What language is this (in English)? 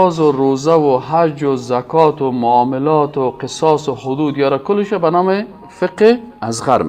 Persian